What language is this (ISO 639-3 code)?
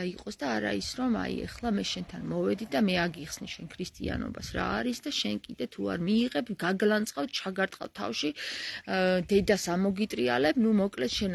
kat